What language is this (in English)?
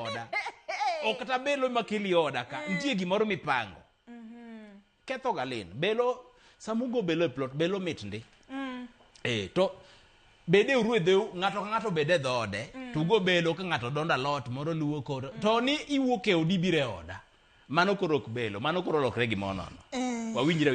Luo (Kenya and Tanzania)